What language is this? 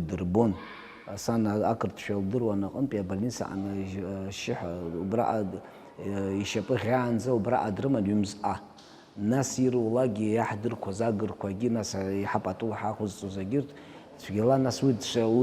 Abkhazian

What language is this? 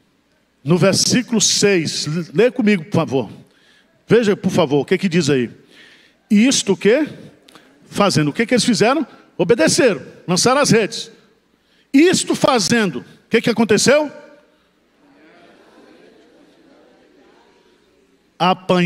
Portuguese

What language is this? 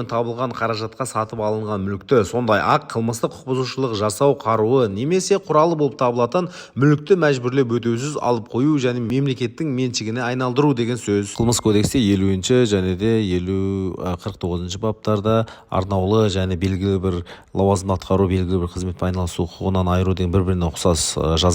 Kazakh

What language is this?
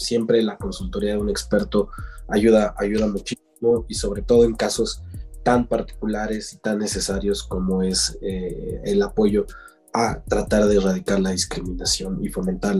Spanish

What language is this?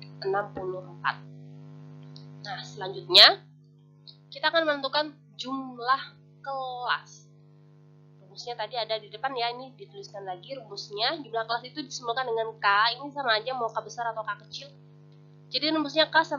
Indonesian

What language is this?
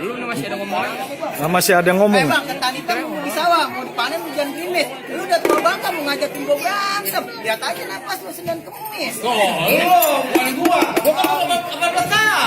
Betawi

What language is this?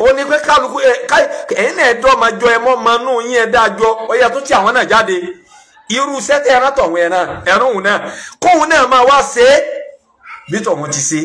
Yoruba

